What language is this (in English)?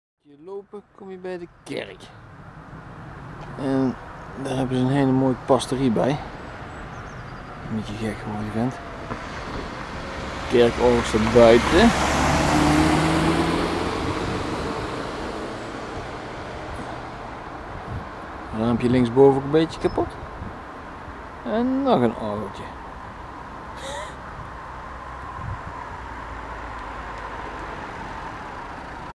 Dutch